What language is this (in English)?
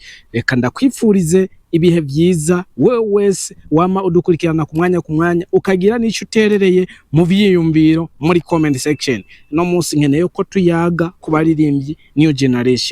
Rundi